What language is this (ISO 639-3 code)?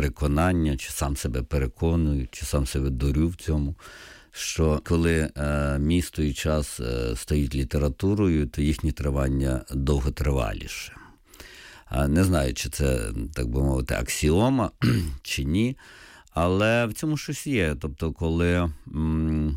ukr